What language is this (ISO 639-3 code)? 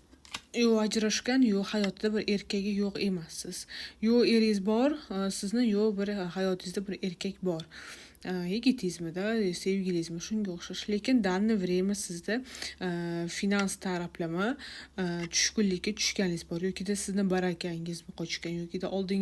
uzb